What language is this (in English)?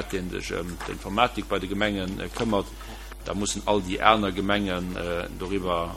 Luxembourgish